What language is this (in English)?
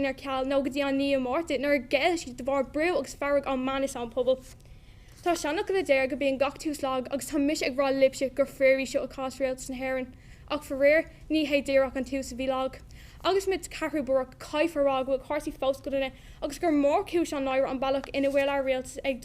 Irish